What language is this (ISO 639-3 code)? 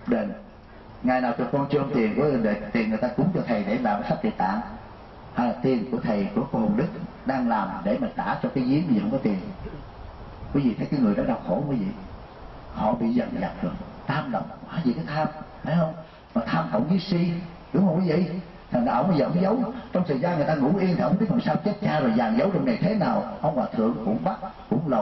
vie